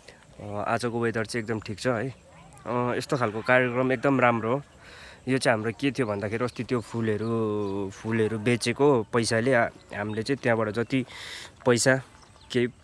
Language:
Nepali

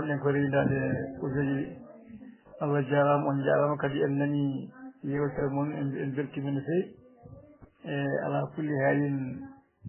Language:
Fula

